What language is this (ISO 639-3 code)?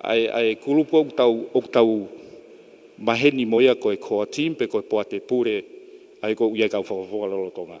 ton